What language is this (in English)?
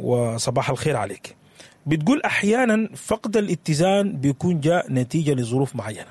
Sudanese Arabic